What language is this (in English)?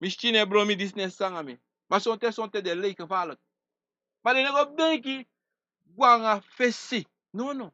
Sranan Tongo